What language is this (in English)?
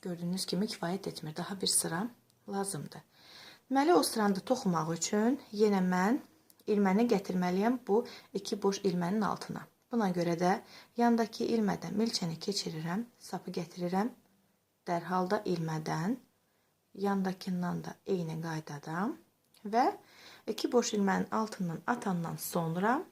Azerbaijani